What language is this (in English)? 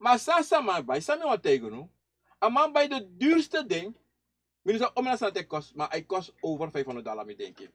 Sranan Tongo